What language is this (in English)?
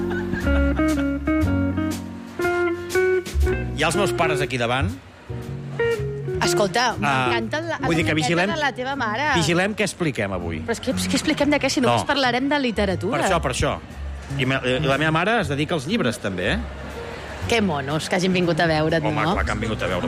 Catalan